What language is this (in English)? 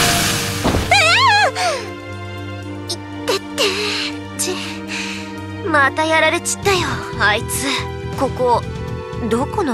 Japanese